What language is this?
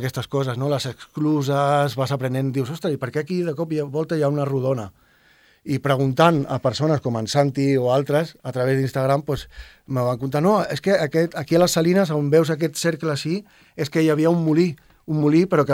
Catalan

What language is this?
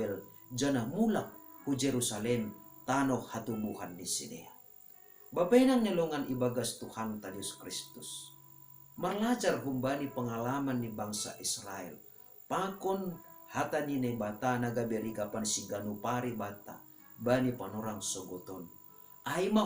Batak Simalungun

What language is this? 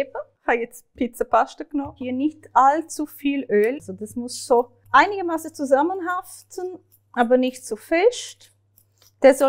Swiss German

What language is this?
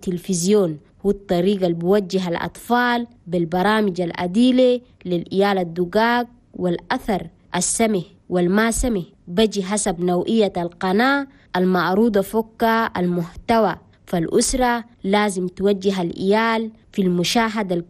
Chadian Arabic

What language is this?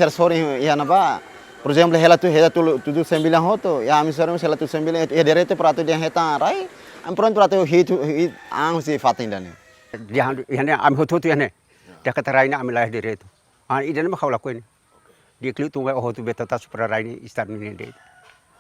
Tetum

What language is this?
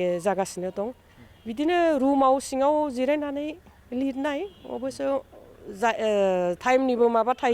Bodo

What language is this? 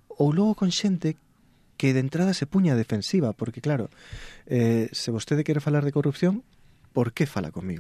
Galician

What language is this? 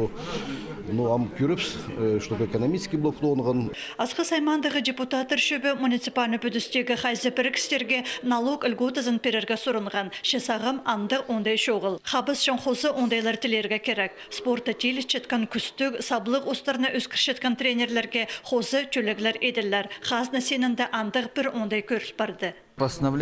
Khakas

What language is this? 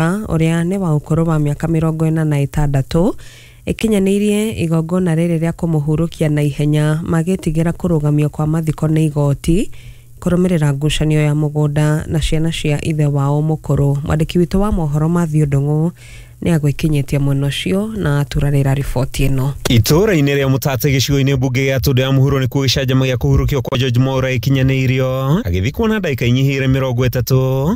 Kikuyu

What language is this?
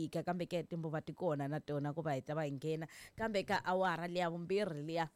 Tsonga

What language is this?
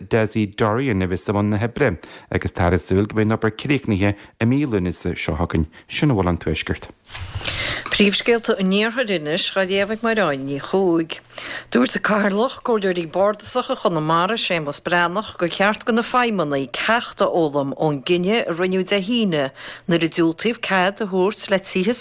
Irish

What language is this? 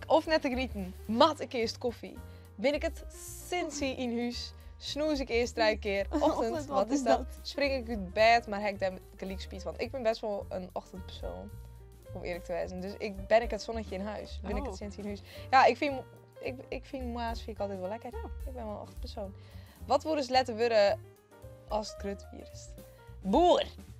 Western Frisian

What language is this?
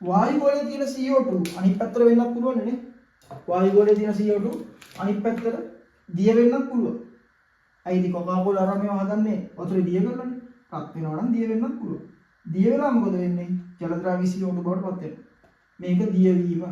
Sinhala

